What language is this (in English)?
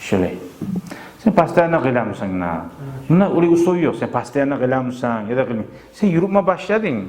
Kumyk